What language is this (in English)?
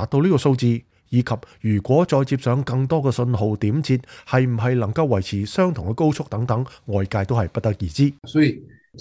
Cantonese